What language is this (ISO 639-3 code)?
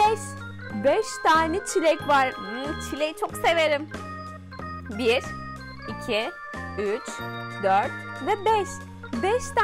tur